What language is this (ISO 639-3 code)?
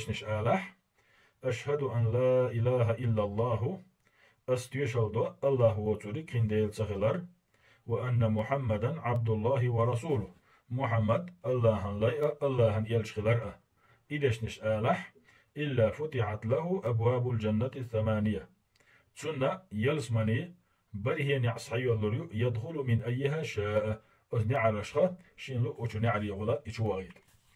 che